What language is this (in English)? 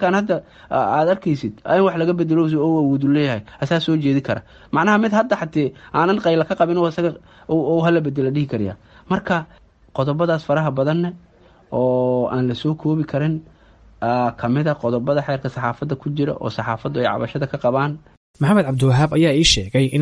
Somali